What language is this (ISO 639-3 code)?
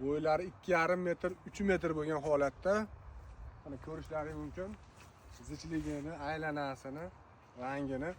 uzb